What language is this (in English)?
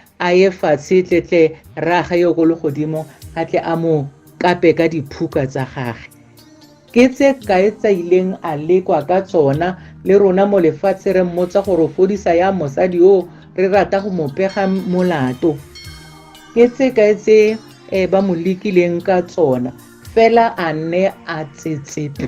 Tswana